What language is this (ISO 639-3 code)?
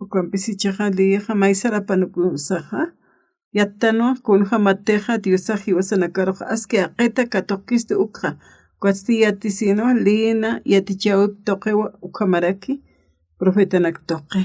aym